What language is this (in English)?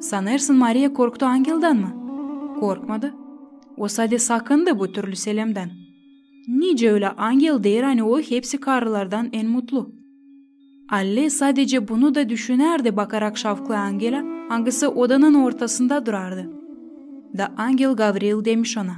Gagauz